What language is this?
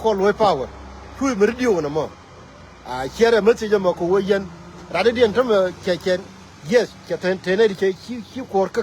Nuer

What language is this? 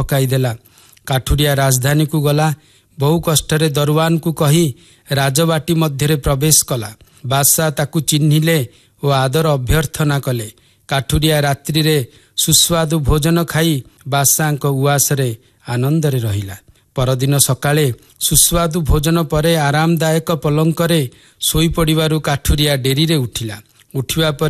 Odia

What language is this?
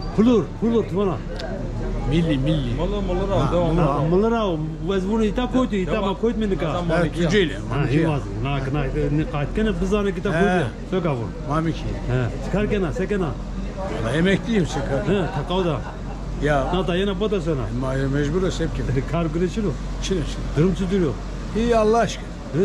Zaza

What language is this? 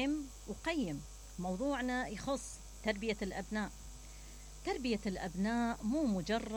Mesopotamian Arabic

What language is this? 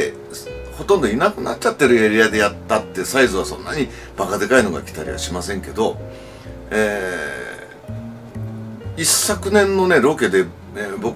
Japanese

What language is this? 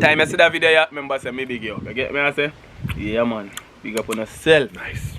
Jamaican Creole English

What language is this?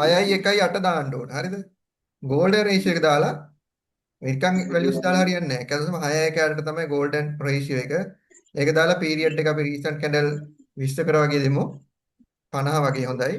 Sinhala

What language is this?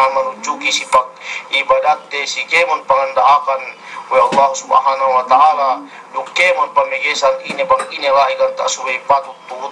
Yakan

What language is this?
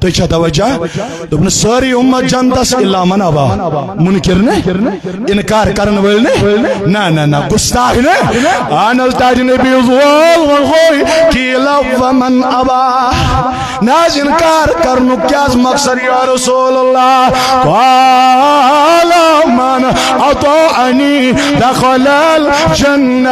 Kashmiri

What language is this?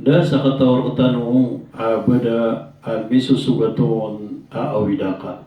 Maranao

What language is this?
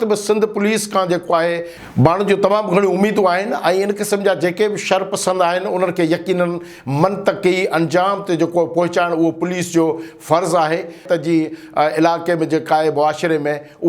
Sindhi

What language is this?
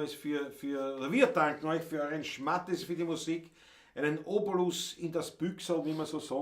Bavarian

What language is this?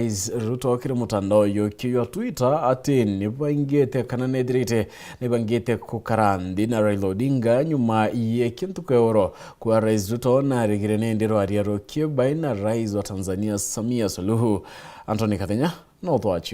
Meru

